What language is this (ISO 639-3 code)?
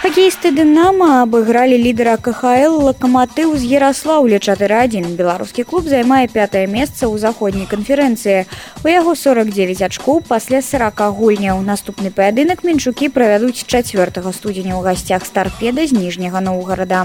bel